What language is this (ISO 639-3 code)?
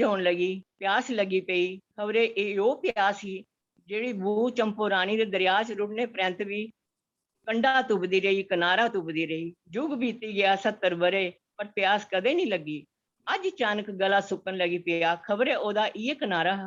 doi